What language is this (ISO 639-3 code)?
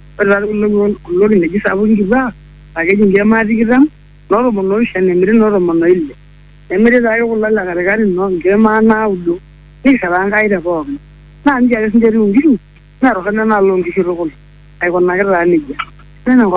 mas